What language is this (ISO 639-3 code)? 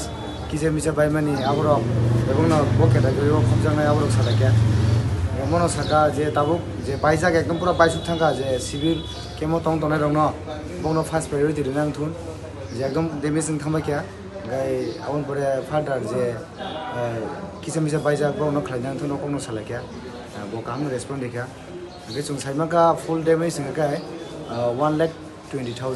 trp